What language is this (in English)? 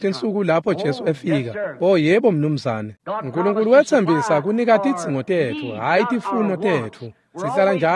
Swati